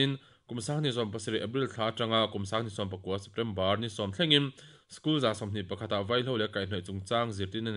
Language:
Mizo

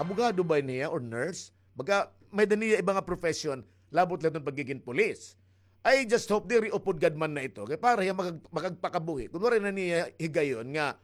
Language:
Waray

